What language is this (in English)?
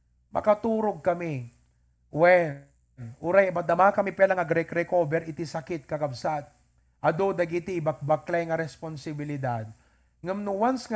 Iloko